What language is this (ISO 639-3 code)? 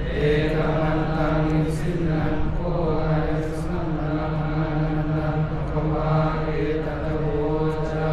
pli